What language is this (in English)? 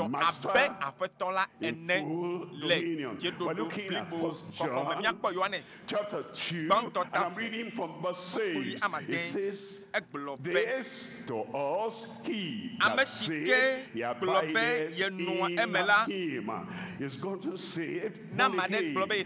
Ewe